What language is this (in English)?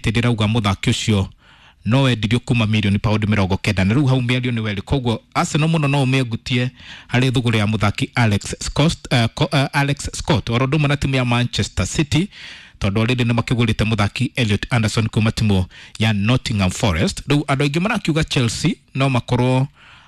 Kikuyu